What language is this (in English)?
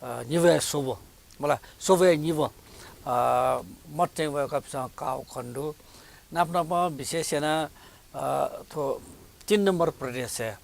Newari